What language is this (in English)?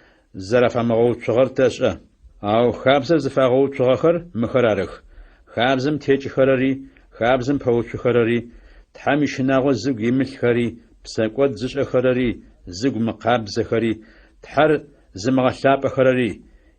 Adyghe